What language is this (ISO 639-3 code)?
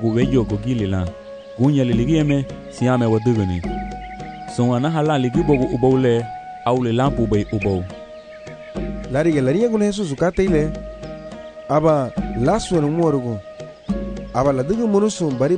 cab